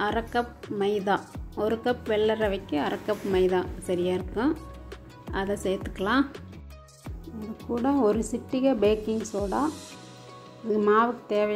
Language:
Tamil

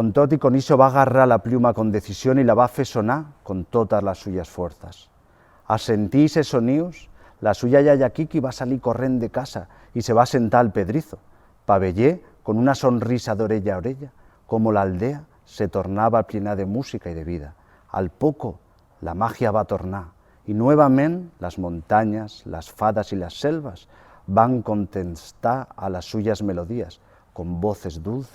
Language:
Aragonese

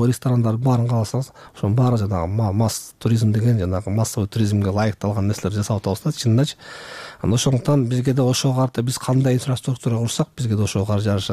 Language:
Kyrgyz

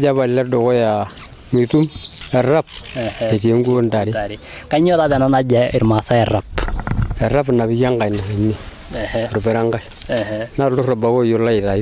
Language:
Masai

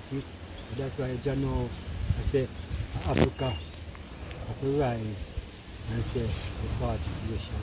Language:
Jamaican Creole English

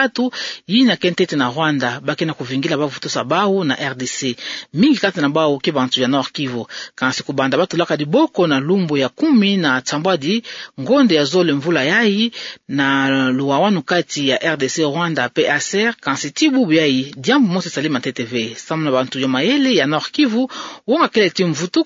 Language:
Kituba (Democratic Republic of Congo)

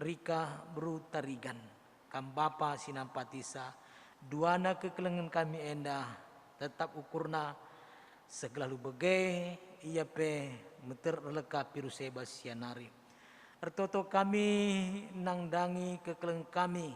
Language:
Batak Karo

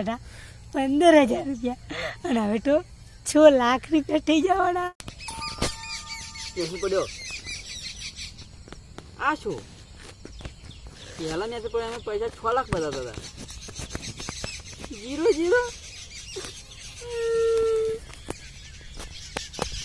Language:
Gujarati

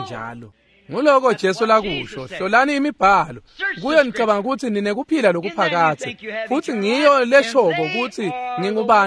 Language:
Swati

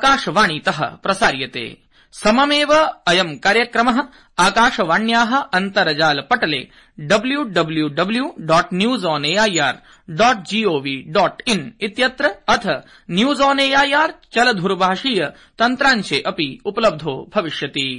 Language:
Sanskrit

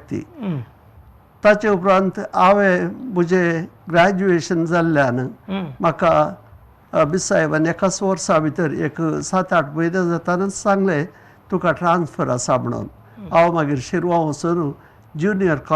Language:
Konkani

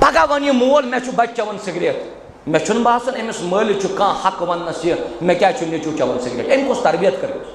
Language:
Kashmiri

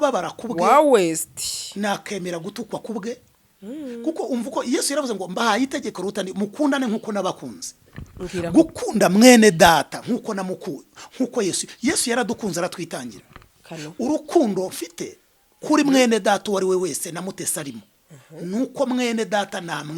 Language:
Kinyarwanda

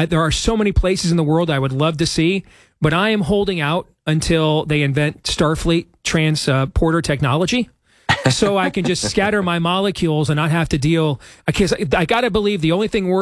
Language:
English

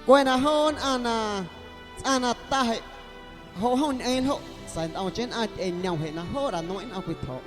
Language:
Guerrero Amuzgo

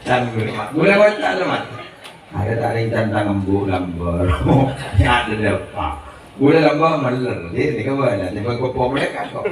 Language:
Madurese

